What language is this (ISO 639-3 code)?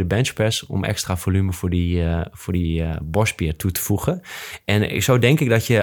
nld